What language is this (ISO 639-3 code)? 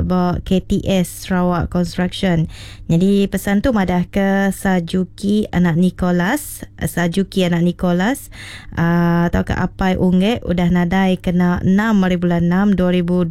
iba